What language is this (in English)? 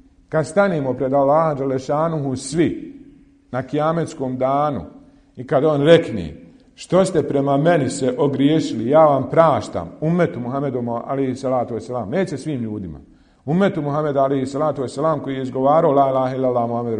Bosnian